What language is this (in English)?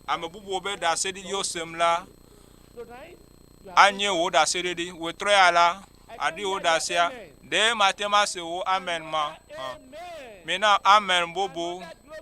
Ewe